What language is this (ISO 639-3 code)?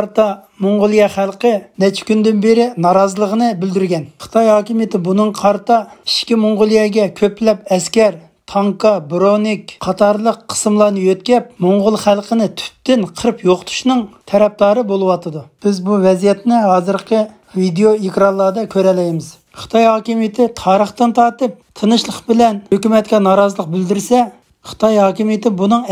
uig